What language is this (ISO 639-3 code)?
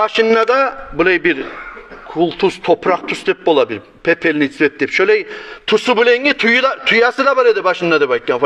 kum